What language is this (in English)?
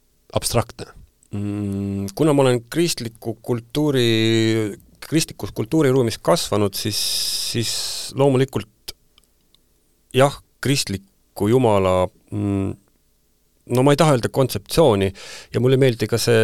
Estonian